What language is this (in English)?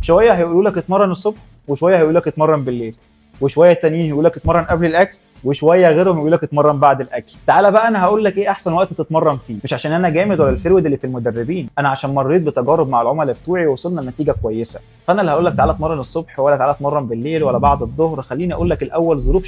Egyptian Arabic